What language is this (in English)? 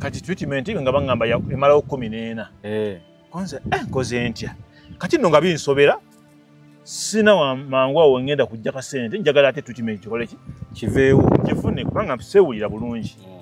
Ganda